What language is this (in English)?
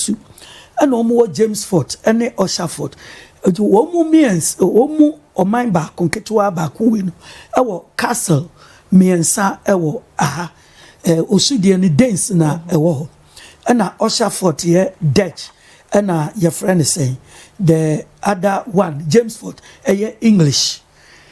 Akan